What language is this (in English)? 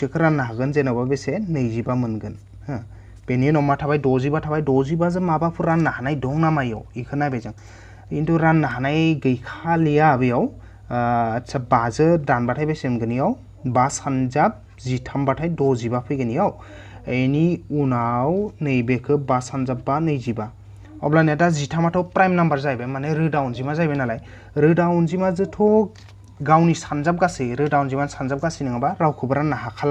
Bodo